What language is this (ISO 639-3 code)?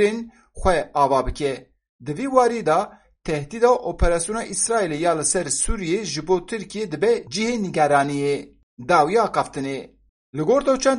kur